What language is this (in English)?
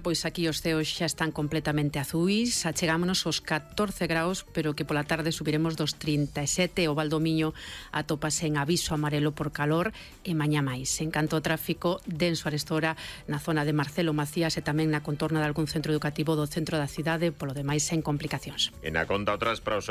Galician